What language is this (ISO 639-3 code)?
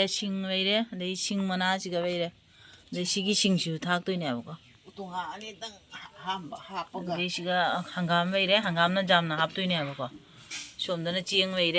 mni